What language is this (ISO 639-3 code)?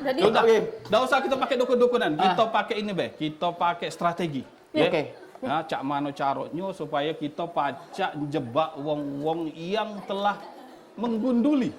mui